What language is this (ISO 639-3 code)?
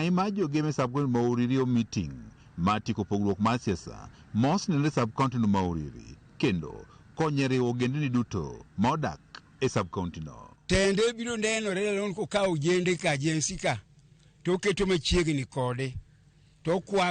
luo